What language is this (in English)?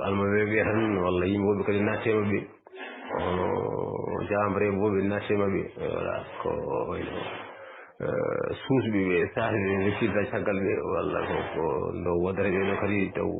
Fula